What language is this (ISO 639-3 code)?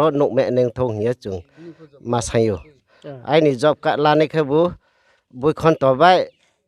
ria